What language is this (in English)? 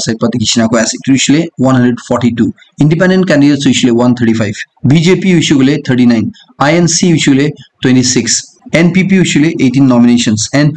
Naga Pidgin